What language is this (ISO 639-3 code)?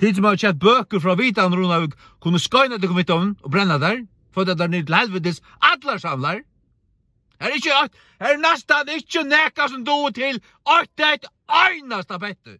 fao